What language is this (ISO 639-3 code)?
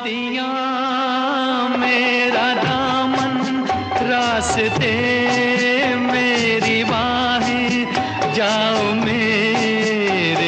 hin